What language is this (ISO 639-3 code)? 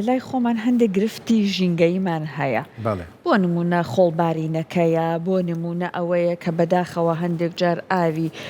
ckb